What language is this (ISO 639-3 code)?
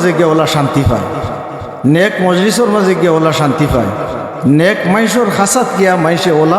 syl